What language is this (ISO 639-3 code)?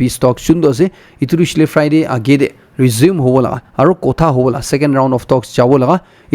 nag